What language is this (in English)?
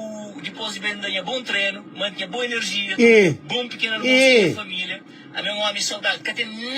Kabuverdianu